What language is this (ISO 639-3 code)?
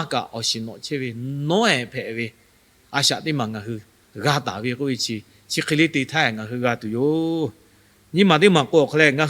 lhu